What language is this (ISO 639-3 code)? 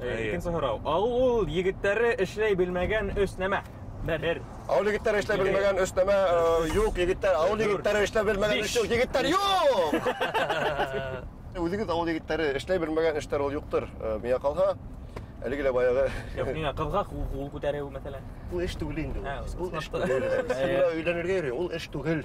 bak